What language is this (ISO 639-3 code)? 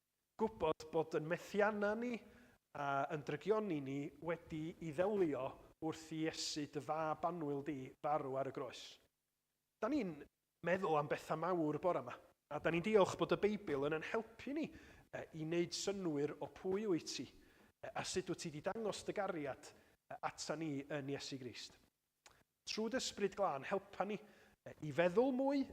cym